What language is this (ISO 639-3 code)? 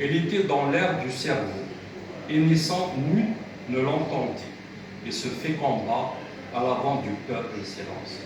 kab